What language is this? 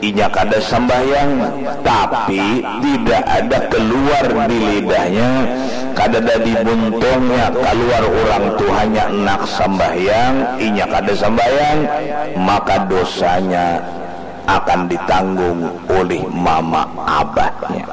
Banjar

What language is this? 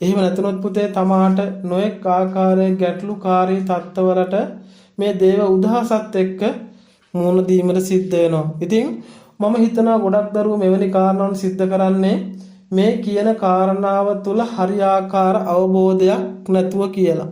Sinhala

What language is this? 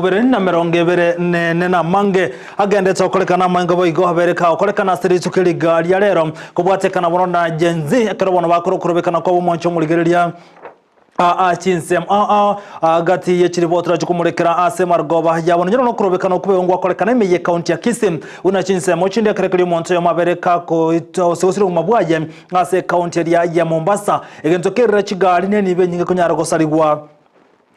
Gusii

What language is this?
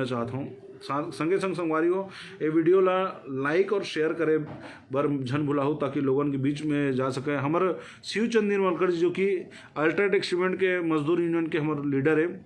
Chhattisgarhi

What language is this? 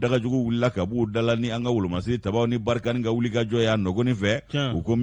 Bambara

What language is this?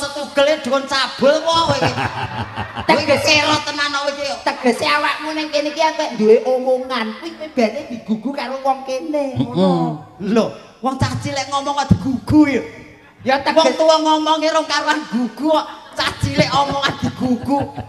Javanese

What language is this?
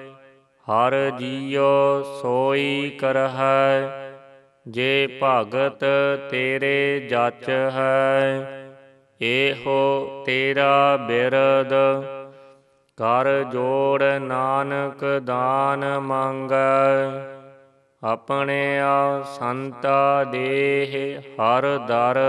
Punjabi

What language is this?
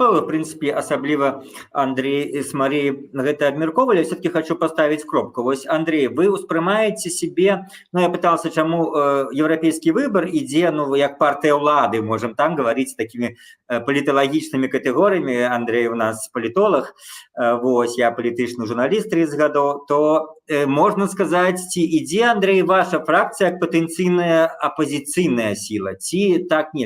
Belarusian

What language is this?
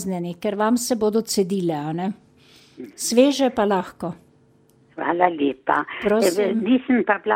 Slovenian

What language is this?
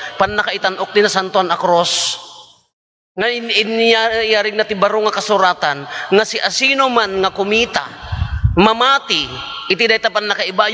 Iloko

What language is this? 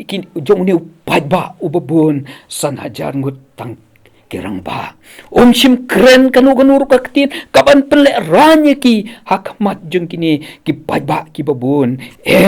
Khasi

